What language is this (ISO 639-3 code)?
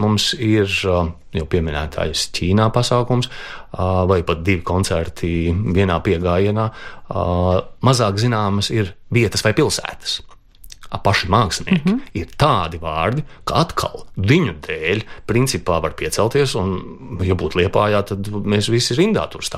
lav